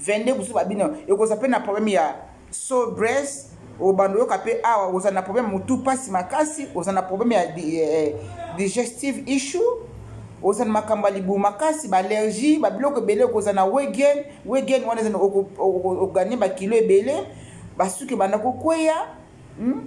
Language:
Lingala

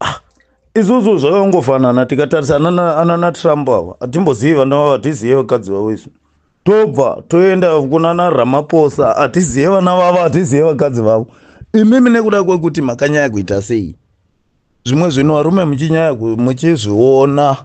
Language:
Shona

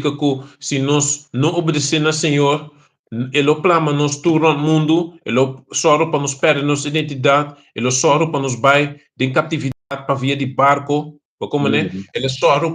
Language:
Papiamento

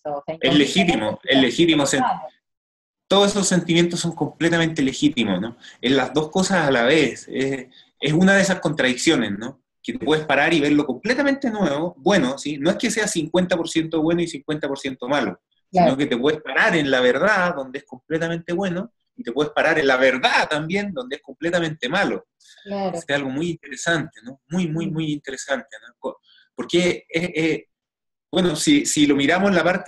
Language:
Spanish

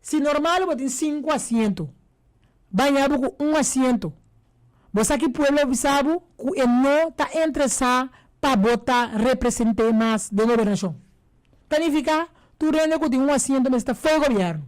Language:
Papiamento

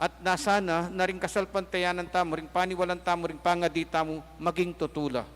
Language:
Pampanga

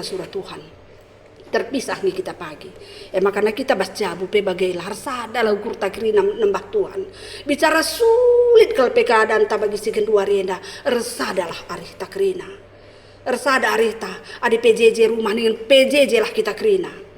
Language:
Batak Karo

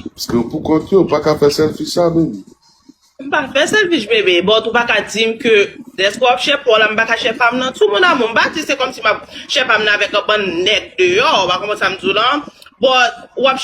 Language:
Haitian Creole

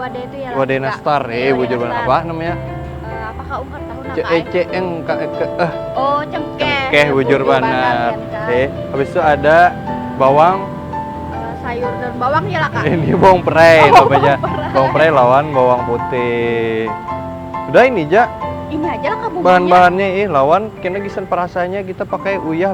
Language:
Banjar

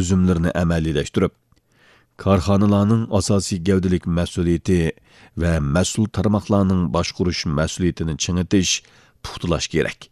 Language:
Uyghur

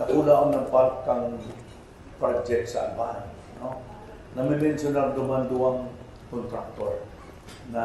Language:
Bikol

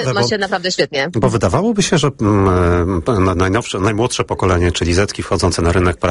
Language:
Polish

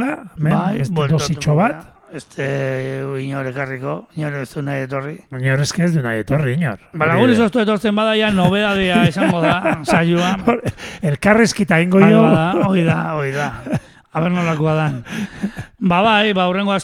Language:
Basque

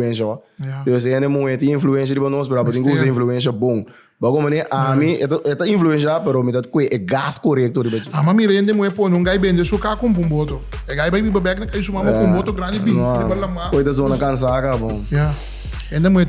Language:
Papiamento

